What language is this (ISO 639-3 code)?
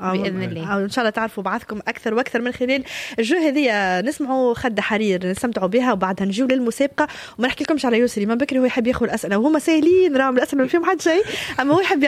aeb